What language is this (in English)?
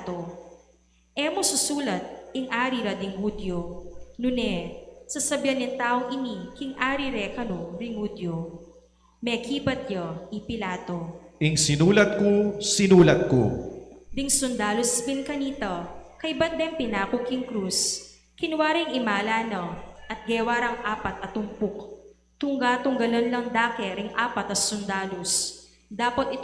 Pampanga